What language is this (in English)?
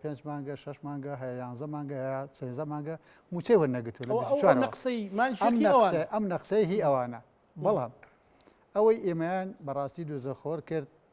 Central Kurdish